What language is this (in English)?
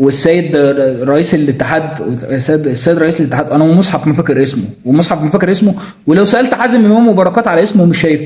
Egyptian Arabic